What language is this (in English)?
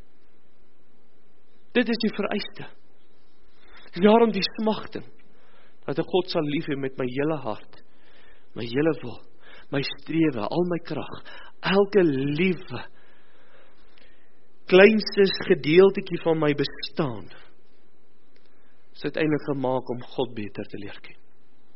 Afrikaans